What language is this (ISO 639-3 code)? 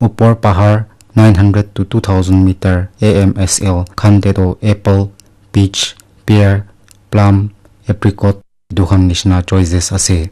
nag